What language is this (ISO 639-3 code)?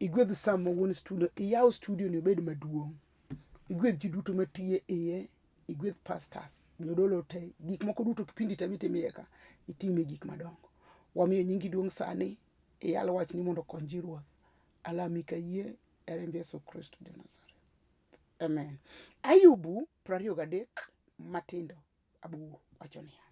luo